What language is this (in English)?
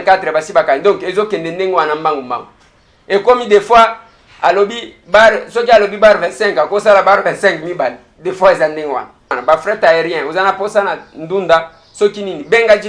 Lingala